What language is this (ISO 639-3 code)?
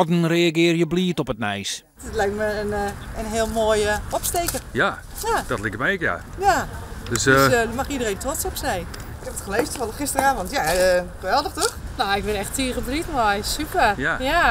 fry